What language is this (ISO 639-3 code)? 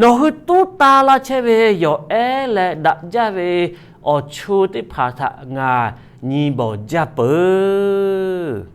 lhu